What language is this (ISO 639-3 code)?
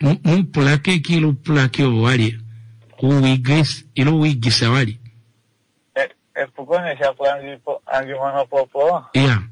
kua